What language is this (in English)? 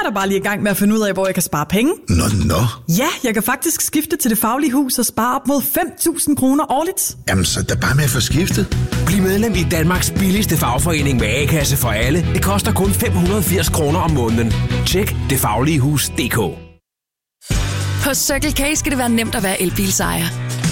Danish